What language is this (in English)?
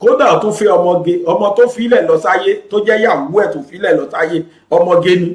Yoruba